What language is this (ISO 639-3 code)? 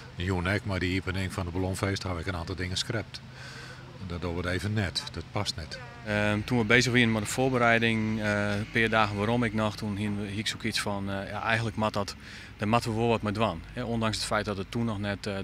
fry